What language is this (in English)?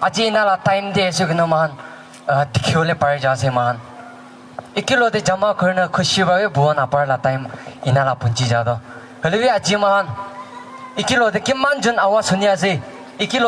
Naga Pidgin